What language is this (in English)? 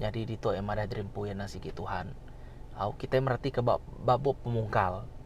Iban